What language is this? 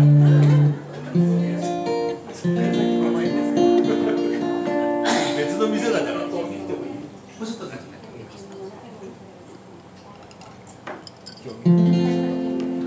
Japanese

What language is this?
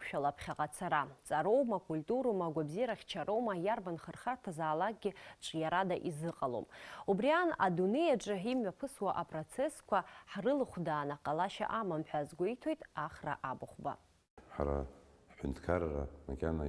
Abkhazian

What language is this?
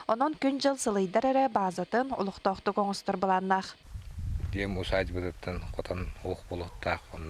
Yakut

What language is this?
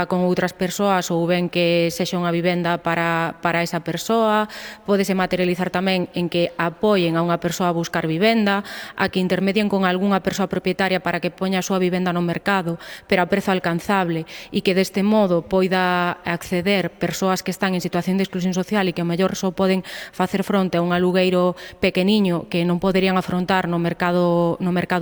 Galician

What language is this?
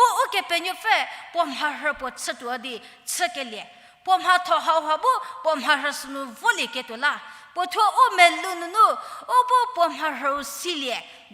Angami Naga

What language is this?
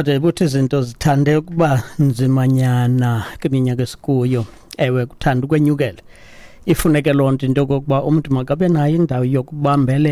Xhosa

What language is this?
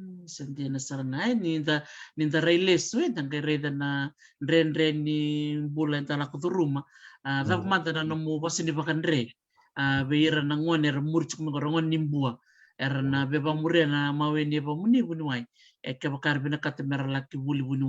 Fijian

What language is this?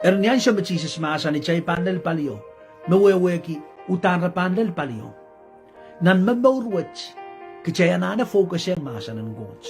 Pohnpeian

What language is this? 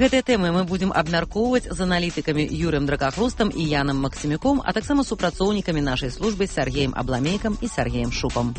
Belarusian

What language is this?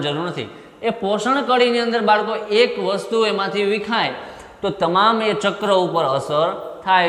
Gujarati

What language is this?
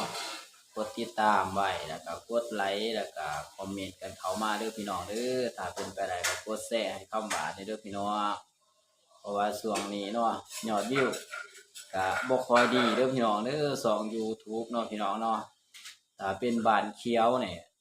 Northeastern Thai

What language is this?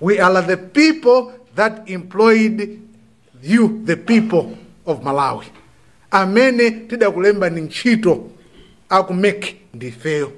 Nyanja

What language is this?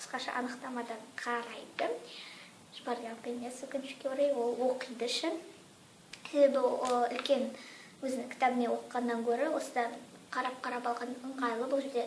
Kazakh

